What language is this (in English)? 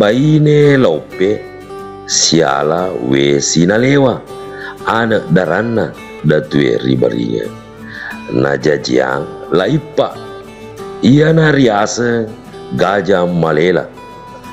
Buginese